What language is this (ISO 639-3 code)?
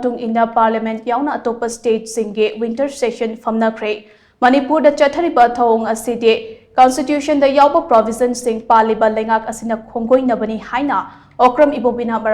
mni